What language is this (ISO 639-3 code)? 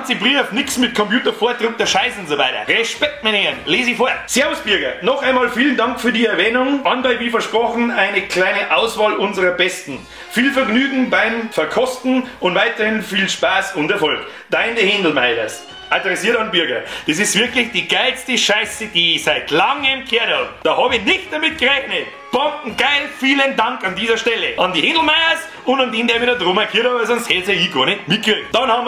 bar